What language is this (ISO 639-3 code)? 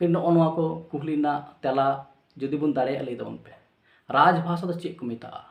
sat